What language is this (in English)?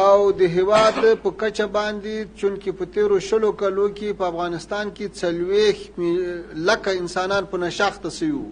Pashto